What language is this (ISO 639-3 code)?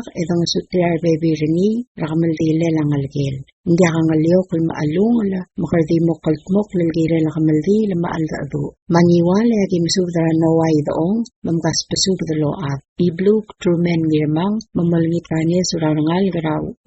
pau